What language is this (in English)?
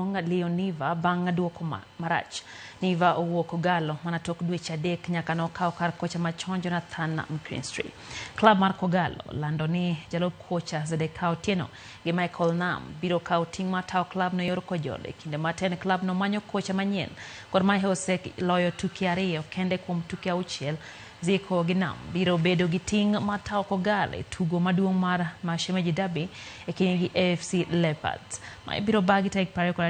Luo (Kenya and Tanzania)